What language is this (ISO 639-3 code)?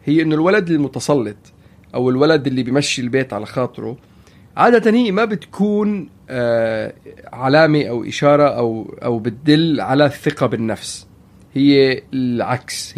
apc